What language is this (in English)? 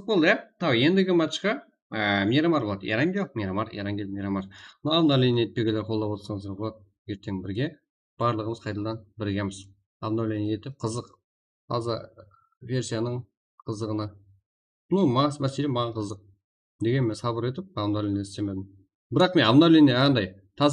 Kara-Kalpak